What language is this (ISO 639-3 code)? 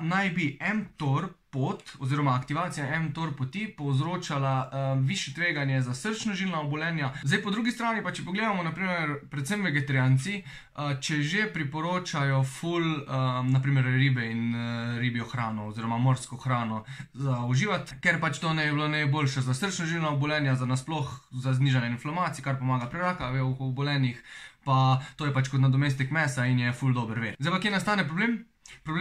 slv